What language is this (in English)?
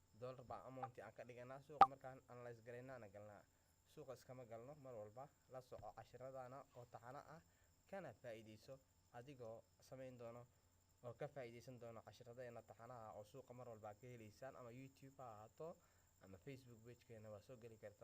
Somali